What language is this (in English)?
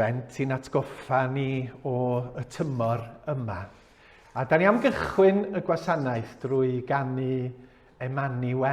Welsh